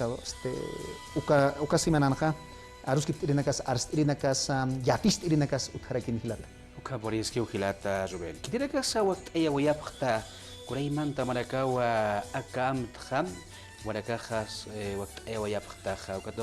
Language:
Aymara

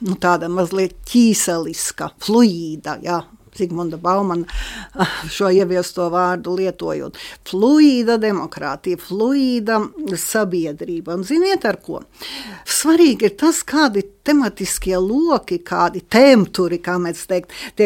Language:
Latvian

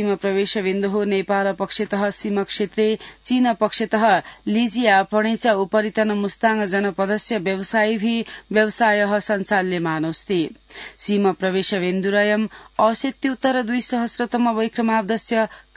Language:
Sanskrit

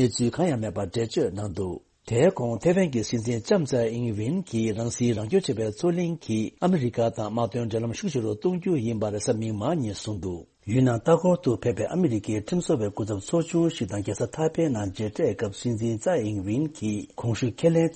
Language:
Tibetan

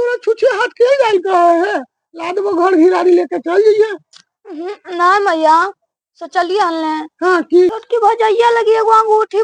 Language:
Magahi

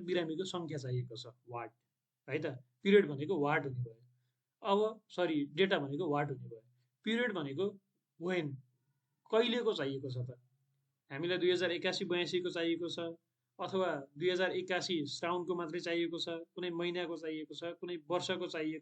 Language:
Nepali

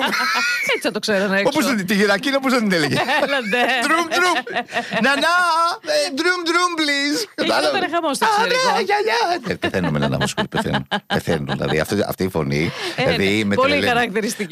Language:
Greek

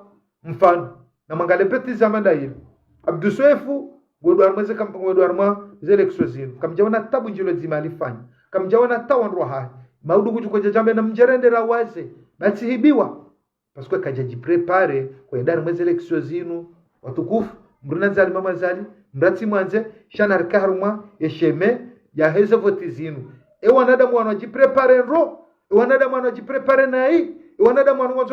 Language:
Ngazidja Comorian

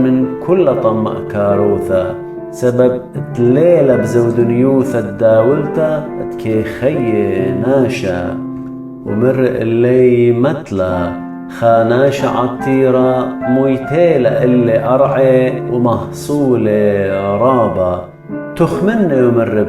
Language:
Assyrian Neo-Aramaic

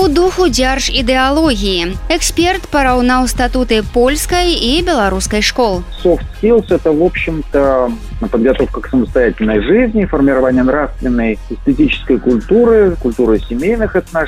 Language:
Belarusian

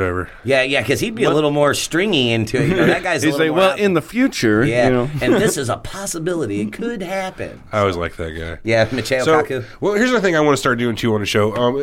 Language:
English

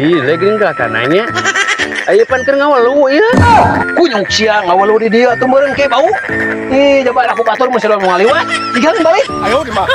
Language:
Sundanese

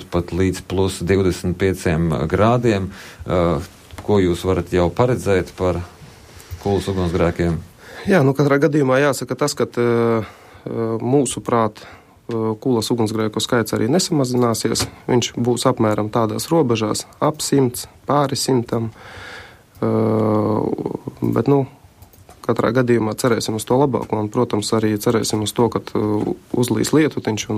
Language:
Latvian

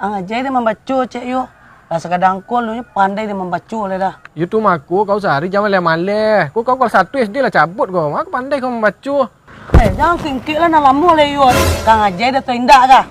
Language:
Minangkabau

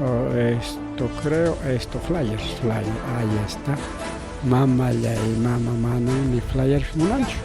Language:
Ayacucho Quechua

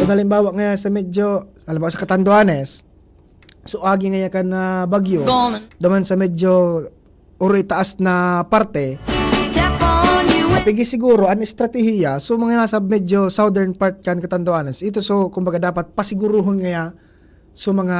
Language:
Bikol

